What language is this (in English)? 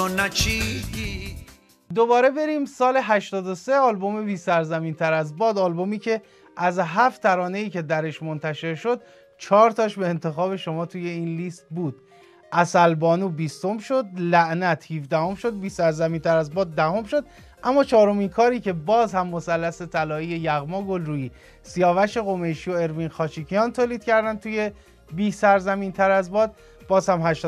Persian